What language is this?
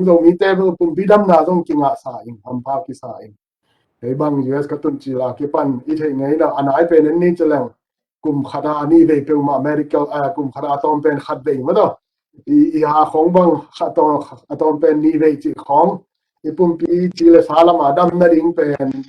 Tedim Chin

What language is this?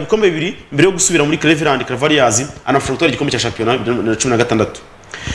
Kinyarwanda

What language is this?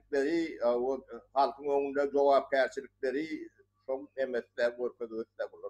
Turkmen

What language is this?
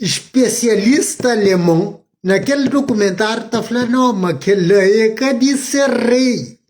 Kabuverdianu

